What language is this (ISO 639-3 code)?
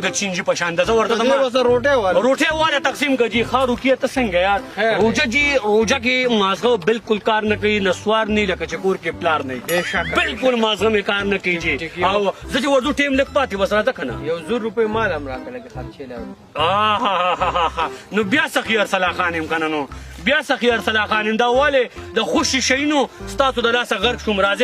pus